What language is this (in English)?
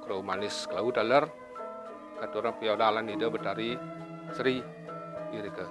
Balinese